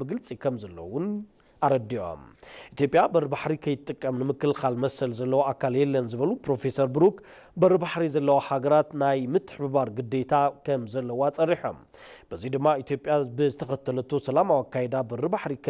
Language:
Tigrinya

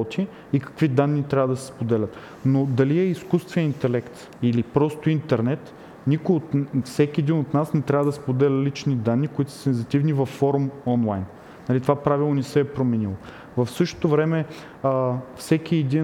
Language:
Bulgarian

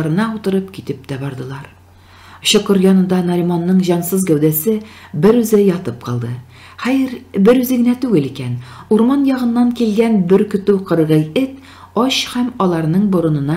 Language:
Tatar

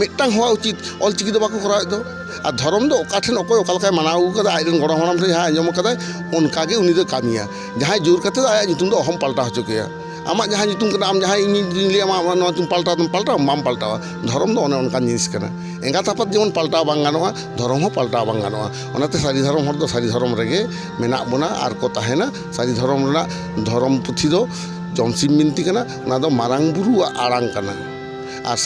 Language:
Santali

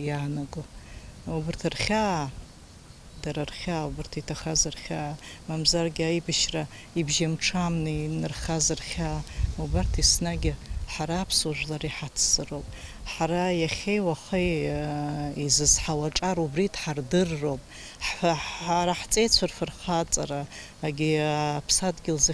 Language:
Abkhazian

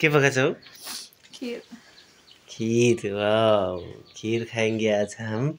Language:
Nepali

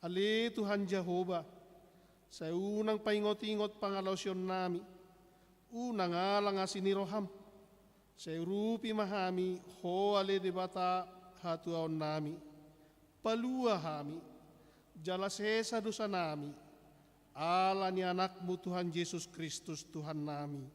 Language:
Batak Toba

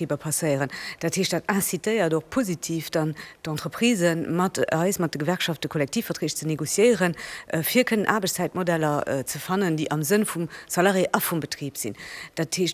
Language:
Luxembourgish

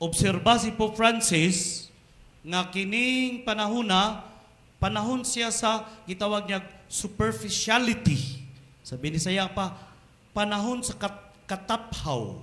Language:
Cebuano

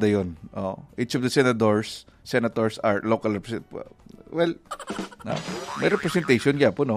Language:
Hiligaynon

